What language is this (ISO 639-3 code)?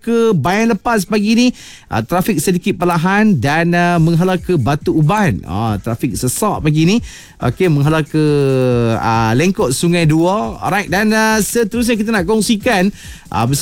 msa